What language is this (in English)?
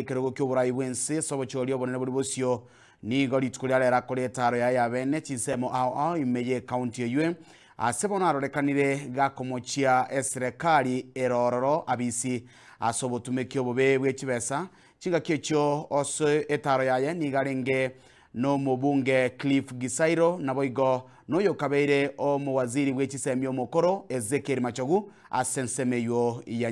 Gusii